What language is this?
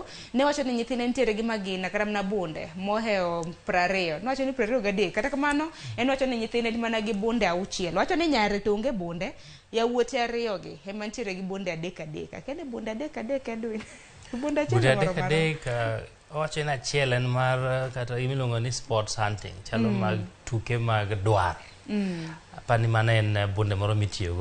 Luo (Kenya and Tanzania)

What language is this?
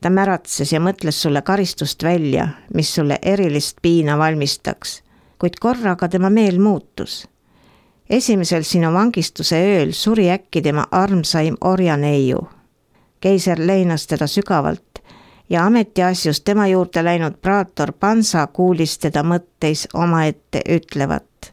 Estonian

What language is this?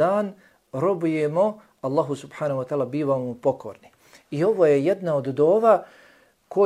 Bosnian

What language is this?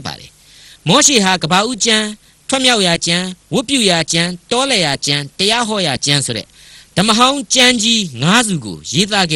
Burmese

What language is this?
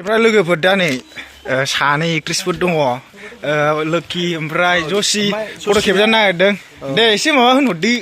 Bodo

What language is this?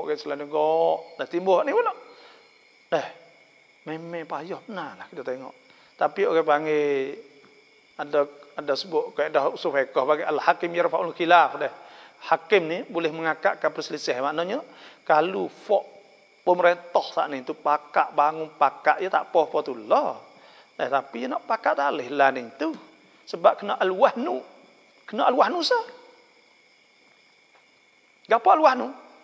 Malay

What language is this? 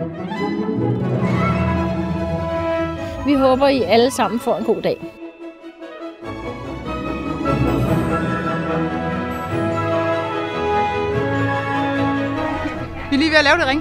Danish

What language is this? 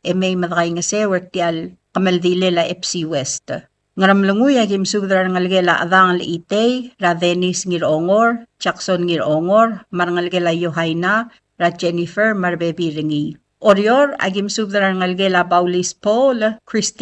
Palauan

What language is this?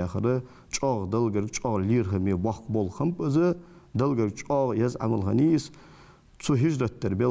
Ingush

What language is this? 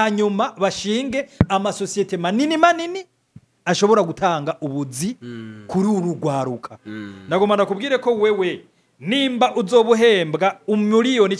Rundi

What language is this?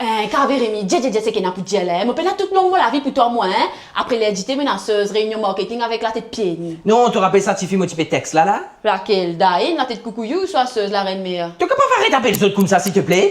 Morisyen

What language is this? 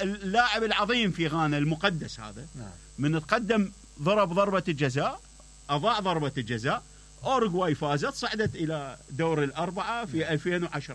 Mesopotamian Arabic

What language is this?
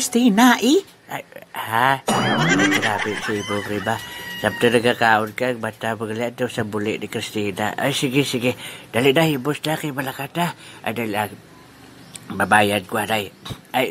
Hiligaynon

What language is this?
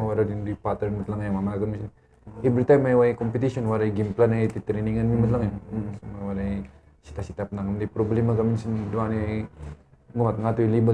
Kankanaey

